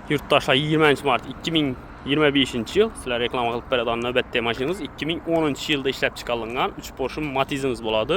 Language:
Uzbek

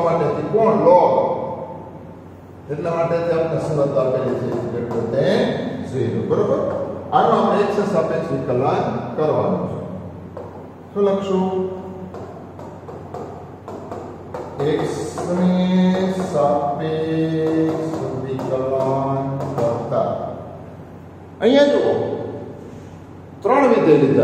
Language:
Gujarati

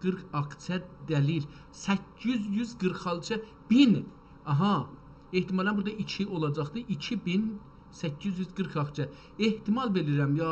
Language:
South Azerbaijani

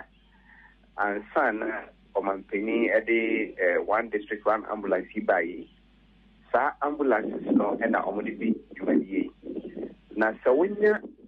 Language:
Akan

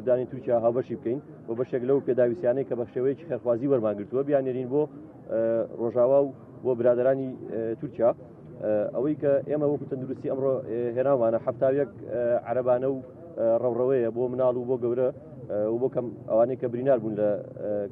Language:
Central Kurdish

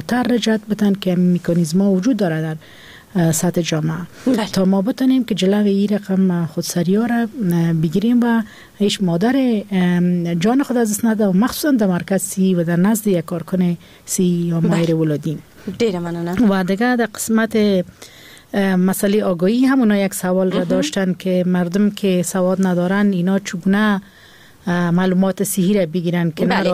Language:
Persian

